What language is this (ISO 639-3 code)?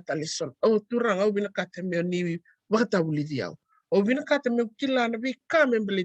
fij